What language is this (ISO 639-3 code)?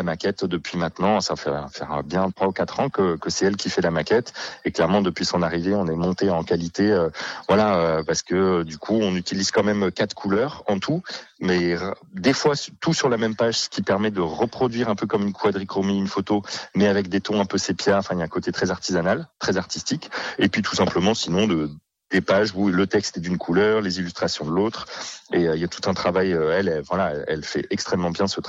fra